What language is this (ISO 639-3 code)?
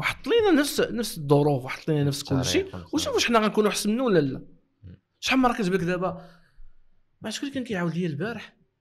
ary